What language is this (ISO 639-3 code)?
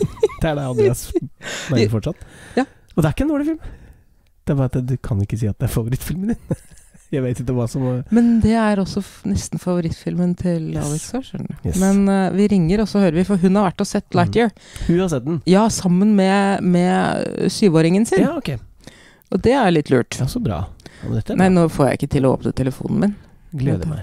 nor